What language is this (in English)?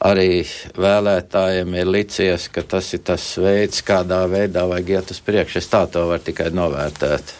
Latvian